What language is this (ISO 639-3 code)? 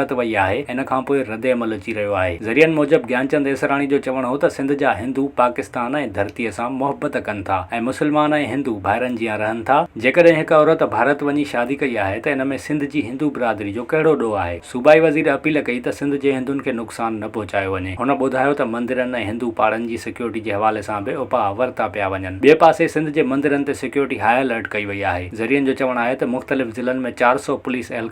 snd